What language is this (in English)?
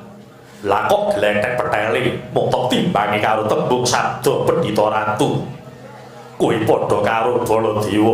Javanese